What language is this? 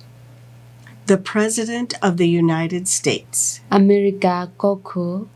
S'gaw Karen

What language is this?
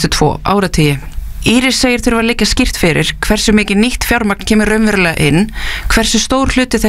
Icelandic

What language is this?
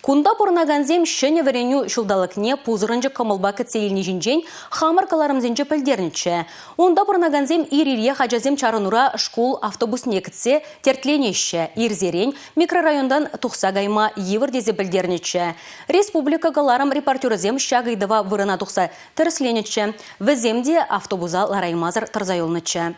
Chuvash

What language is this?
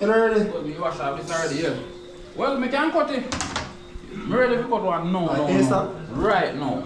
Jamaican Creole English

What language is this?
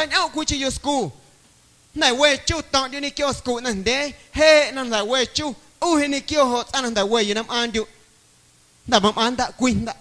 Guerrero Amuzgo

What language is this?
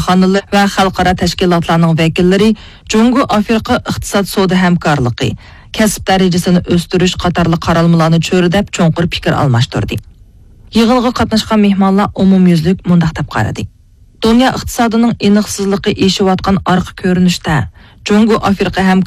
Uyghur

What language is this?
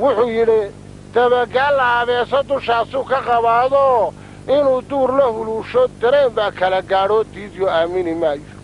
Somali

